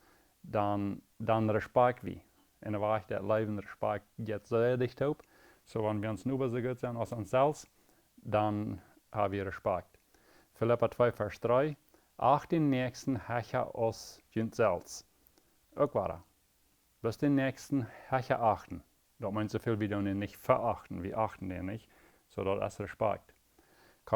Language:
Plautdietsch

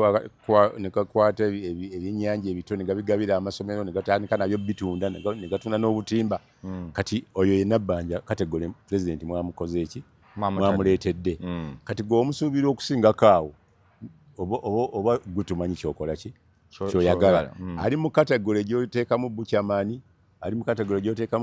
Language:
Ganda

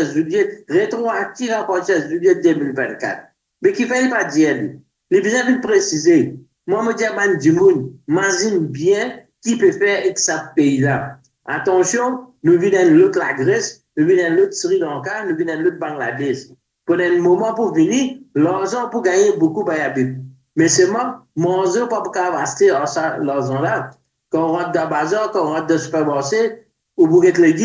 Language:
Morisyen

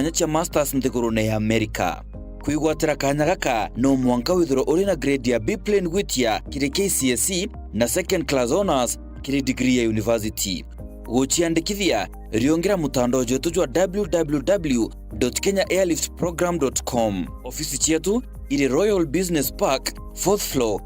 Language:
Meru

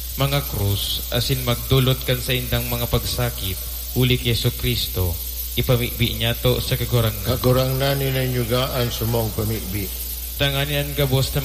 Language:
Bikol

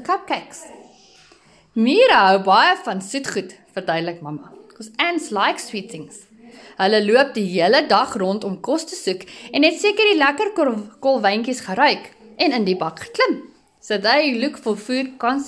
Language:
Afrikaans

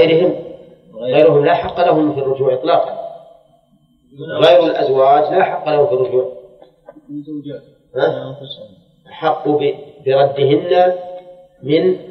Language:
Arabic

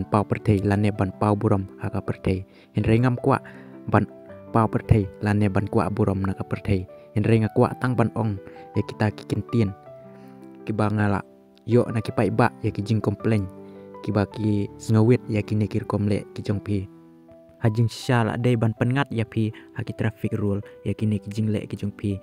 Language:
Khasi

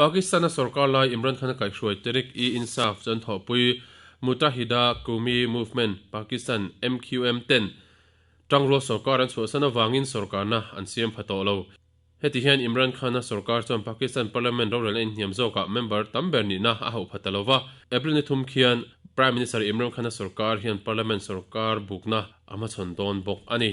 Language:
Mizo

